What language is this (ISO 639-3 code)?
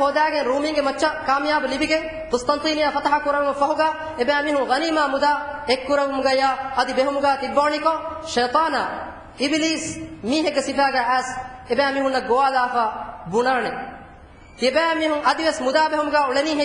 div